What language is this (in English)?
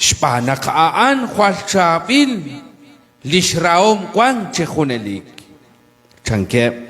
Kekchí